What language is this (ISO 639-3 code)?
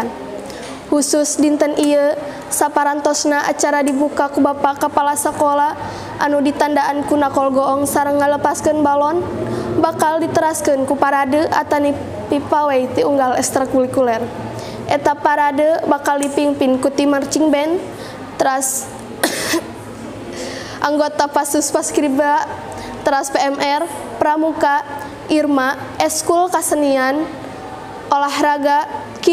sun